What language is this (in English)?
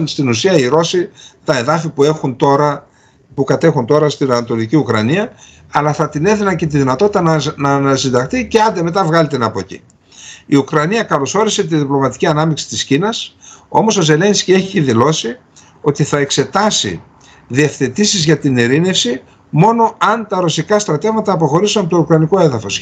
Greek